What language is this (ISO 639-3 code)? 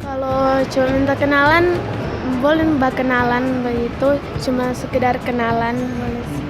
xmm